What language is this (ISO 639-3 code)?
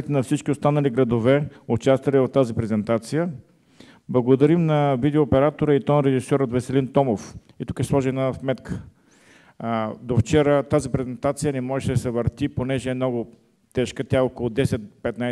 bul